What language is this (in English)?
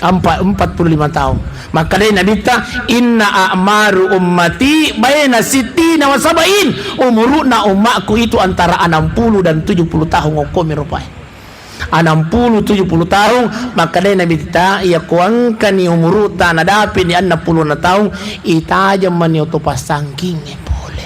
Buginese